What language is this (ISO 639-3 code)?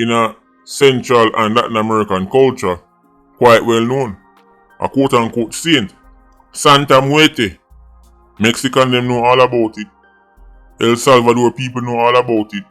jam